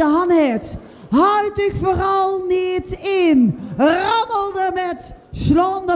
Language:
Limburgish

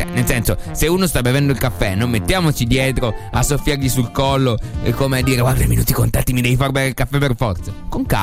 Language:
Italian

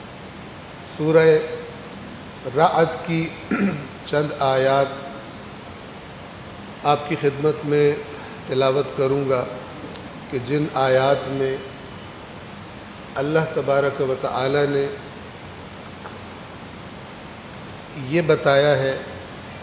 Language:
Urdu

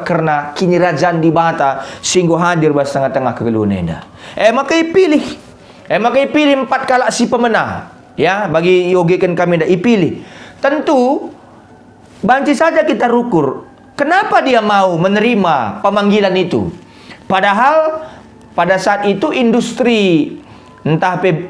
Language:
Batak Karo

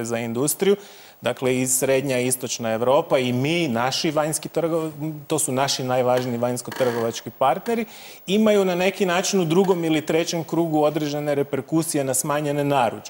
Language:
Croatian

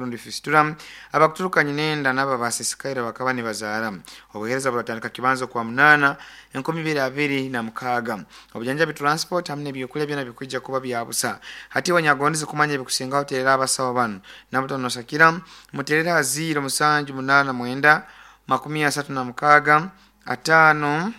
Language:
Nyoro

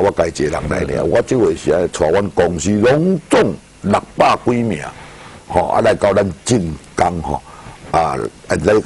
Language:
Min Nan Chinese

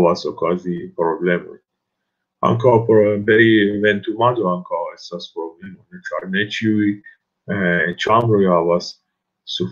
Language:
Esperanto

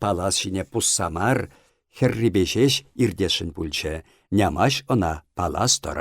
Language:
Chuvash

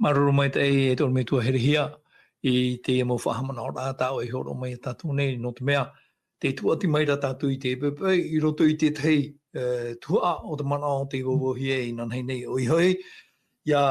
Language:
Tahitian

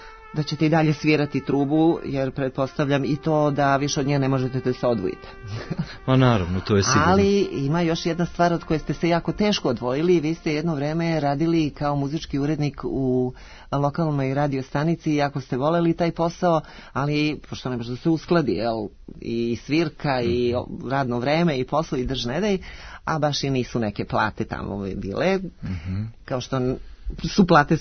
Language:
Serbian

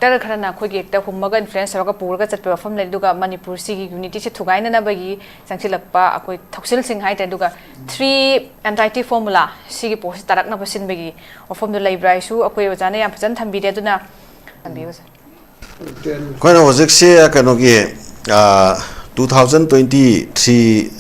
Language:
Manipuri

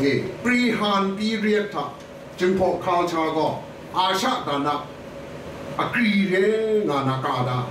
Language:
Kachin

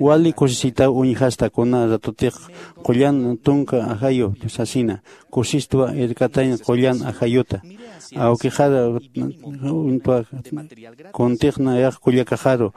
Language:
Aymara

